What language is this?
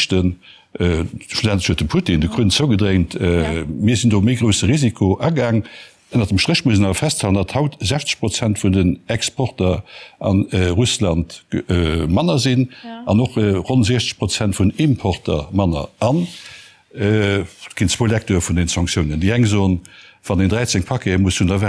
Luxembourgish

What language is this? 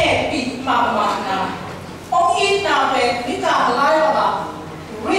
Tedim Chin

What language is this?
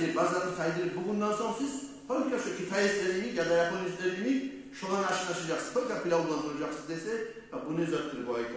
Kumyk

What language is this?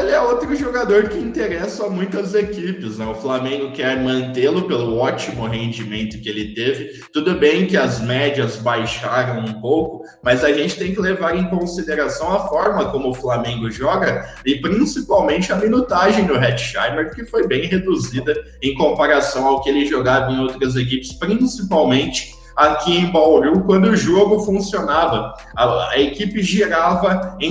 Portuguese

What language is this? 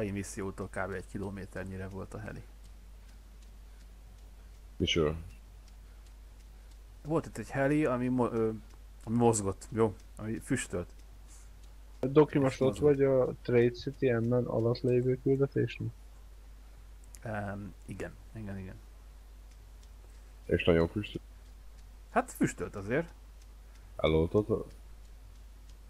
Hungarian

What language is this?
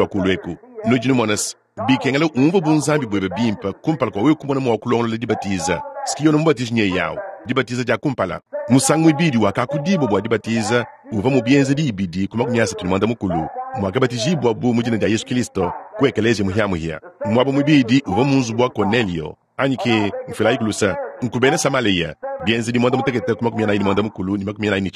Luba-Lulua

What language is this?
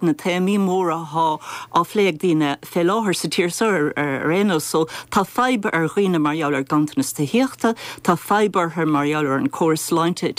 Irish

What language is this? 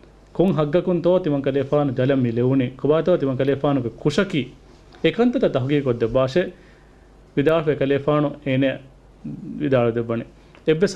Divehi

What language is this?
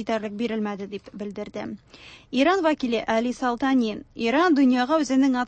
Tatar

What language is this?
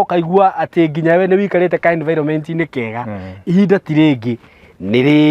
Kikuyu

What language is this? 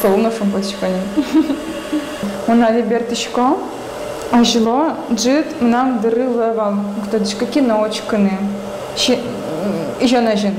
Udmurt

